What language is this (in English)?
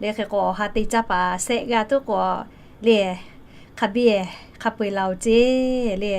Lahu